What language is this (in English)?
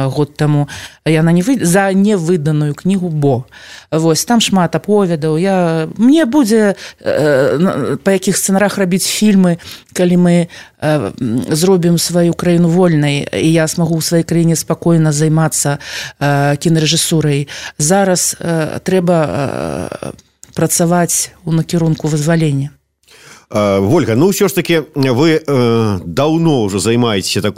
Belarusian